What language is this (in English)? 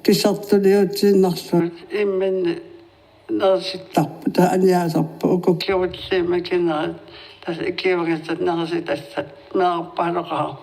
Kalaallisut